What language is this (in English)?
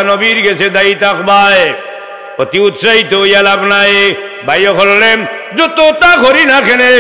Sylheti